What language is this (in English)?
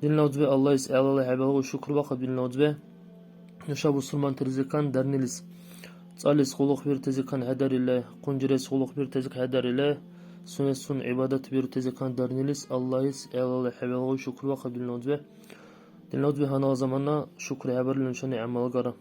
Dargwa